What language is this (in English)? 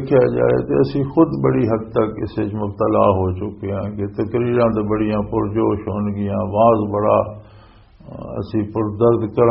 Western Panjabi